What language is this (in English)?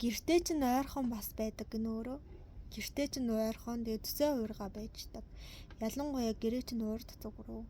Mongolian